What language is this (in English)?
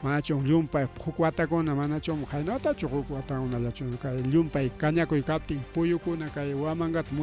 Ayacucho Quechua